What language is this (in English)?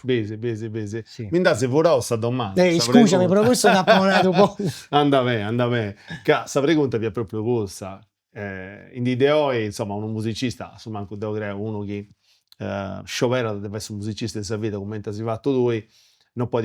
Sardinian